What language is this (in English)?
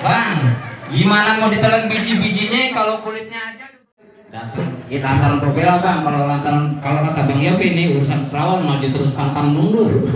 Betawi